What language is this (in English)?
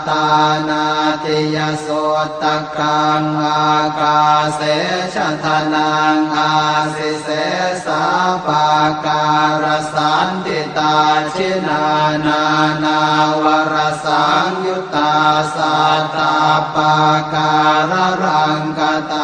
Pali